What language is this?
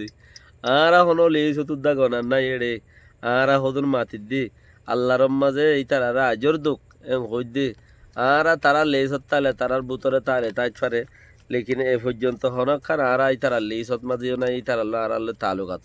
Rohingya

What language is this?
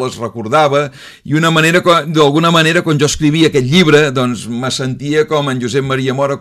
Catalan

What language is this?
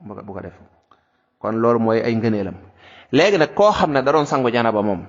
Wolof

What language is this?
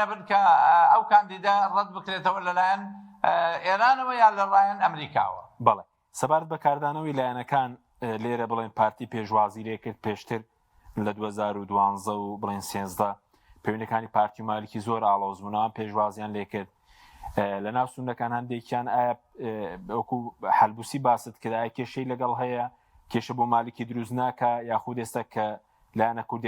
Central Kurdish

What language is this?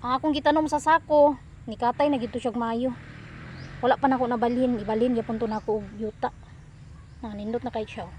Cebuano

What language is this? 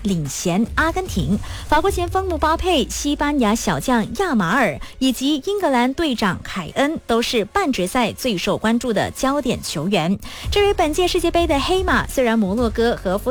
Chinese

